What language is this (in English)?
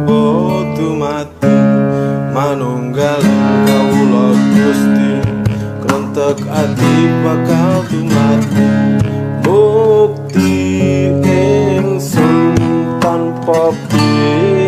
Javanese